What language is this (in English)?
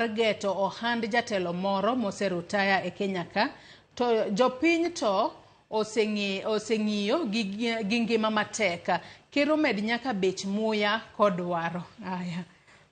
Luo (Kenya and Tanzania)